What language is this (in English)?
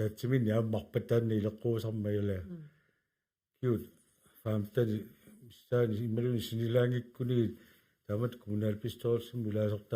Kalaallisut